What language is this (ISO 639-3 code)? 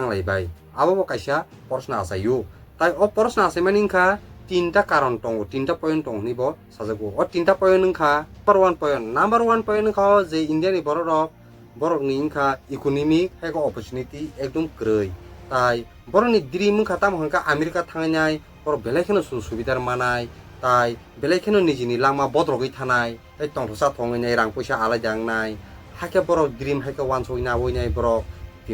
trp